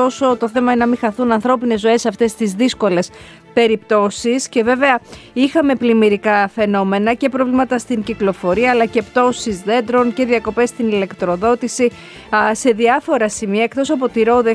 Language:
Greek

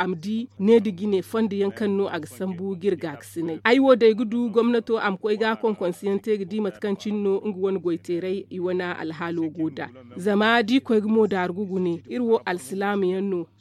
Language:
Zarma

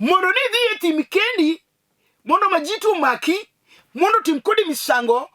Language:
Luo (Kenya and Tanzania)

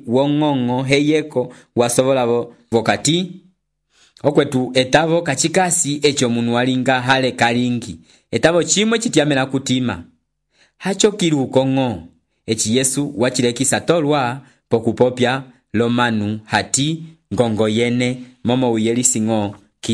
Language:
Umbundu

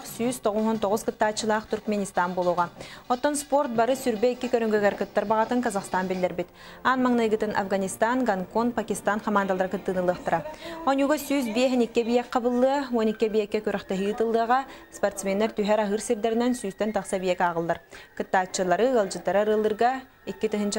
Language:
Yakut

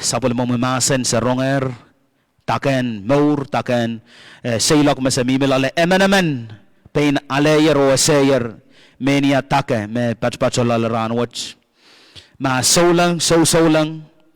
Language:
Pohnpeian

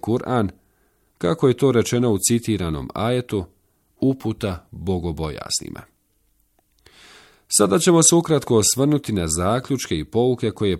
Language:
Bosnian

